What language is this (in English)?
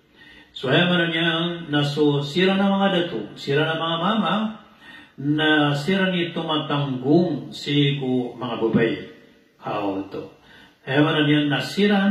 Maranao